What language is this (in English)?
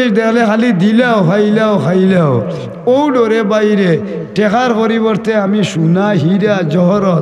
Sylheti